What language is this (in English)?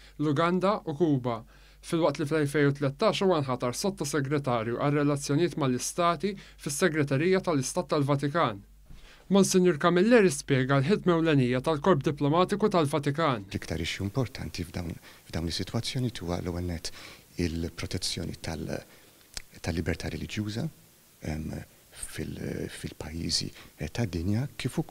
Maltese